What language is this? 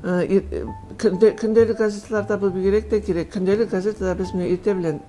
Tatar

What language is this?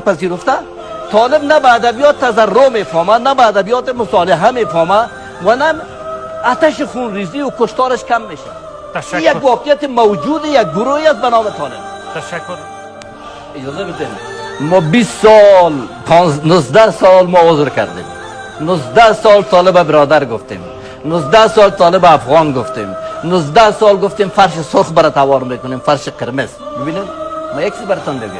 Persian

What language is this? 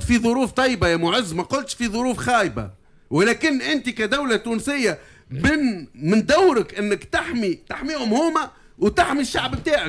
Tunisian Arabic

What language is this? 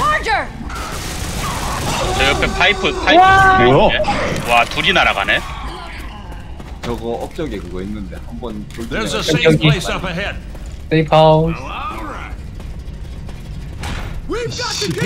Korean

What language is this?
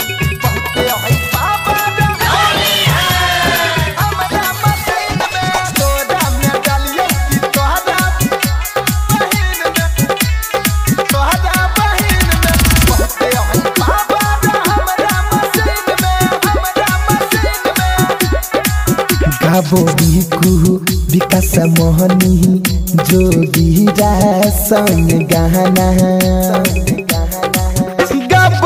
Bhojpuri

